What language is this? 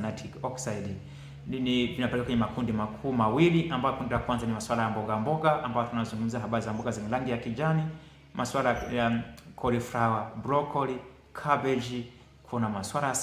Swahili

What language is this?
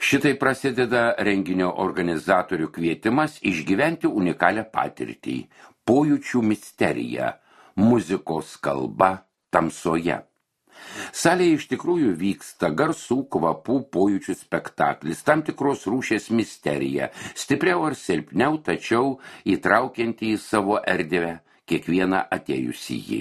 Lithuanian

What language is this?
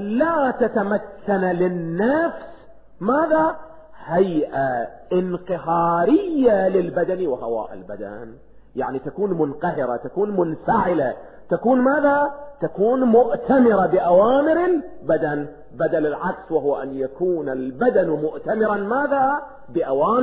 Arabic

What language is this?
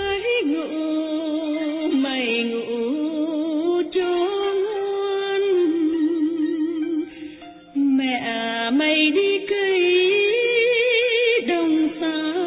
Vietnamese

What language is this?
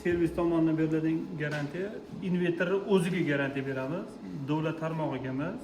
Uzbek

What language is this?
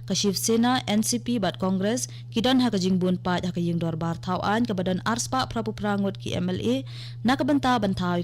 Khasi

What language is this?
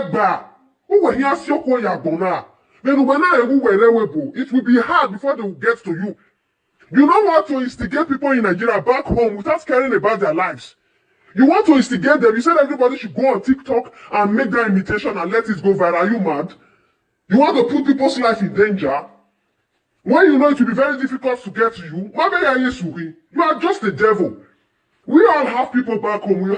Nigerian Pidgin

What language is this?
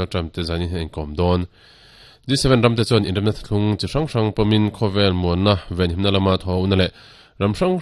Mizo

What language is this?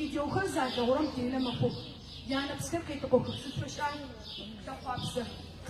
Adyghe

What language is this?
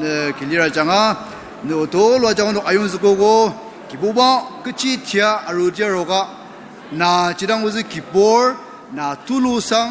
Ao Naga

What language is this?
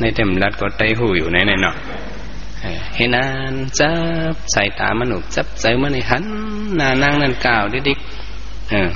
Shan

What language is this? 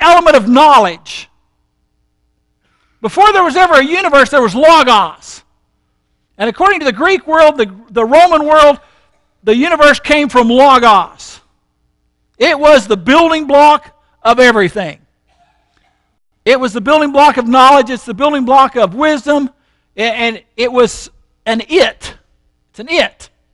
English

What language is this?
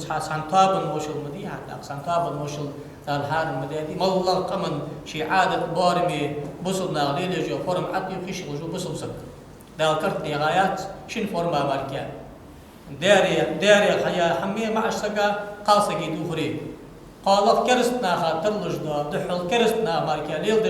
Ingush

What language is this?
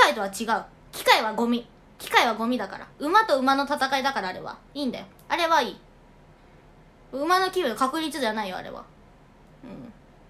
Japanese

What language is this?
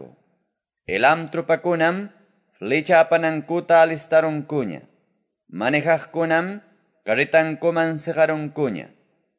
Quechua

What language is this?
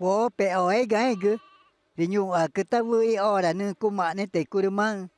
Ticuna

